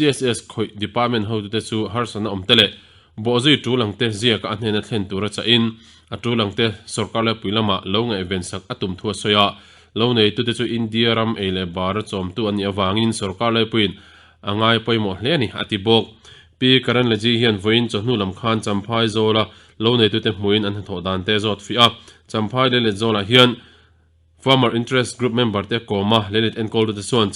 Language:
Mizo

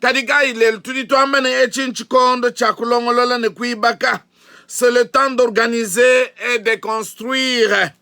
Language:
Luba-Lulua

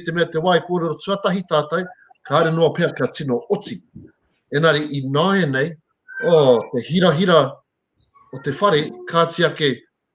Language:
Māori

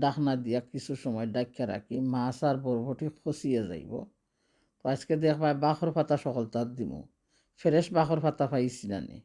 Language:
Sylheti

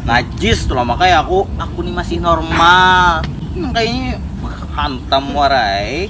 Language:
Banjar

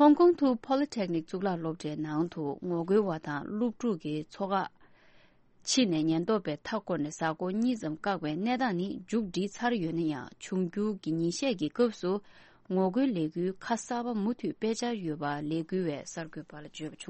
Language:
Tibetan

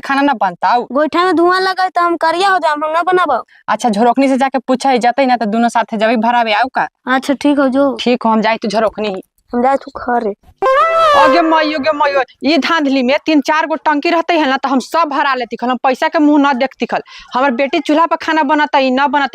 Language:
Magahi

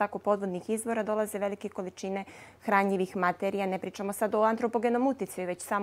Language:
Bosnian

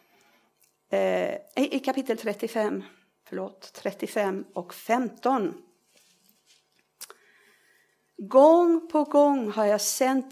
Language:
Swedish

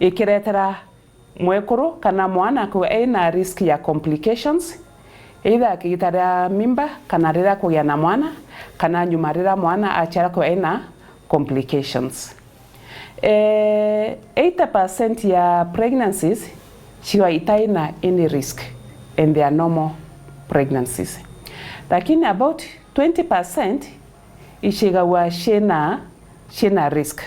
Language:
Meru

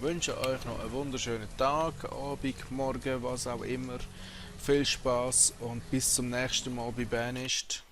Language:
Swiss German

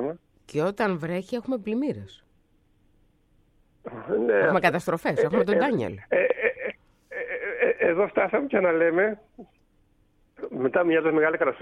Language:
Greek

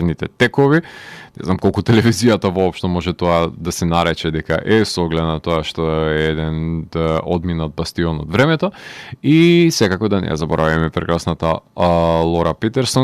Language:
Macedonian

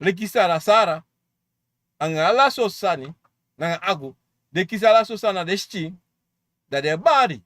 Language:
Sranan Tongo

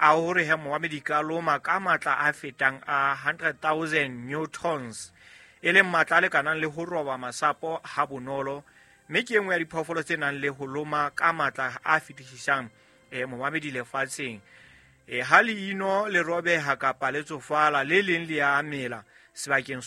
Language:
Southern Sotho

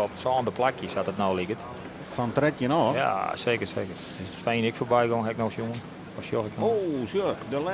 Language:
Western Frisian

